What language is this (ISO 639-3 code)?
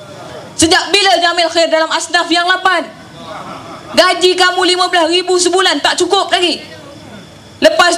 msa